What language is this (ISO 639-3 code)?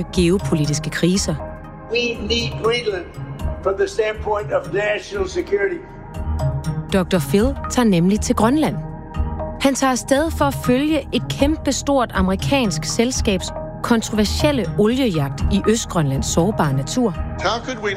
dan